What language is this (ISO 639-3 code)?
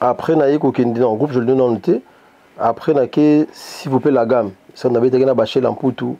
lin